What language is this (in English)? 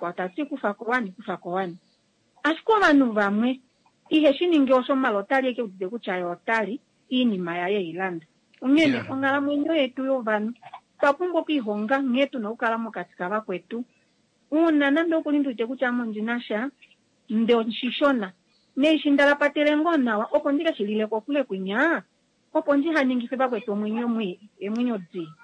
Kuanyama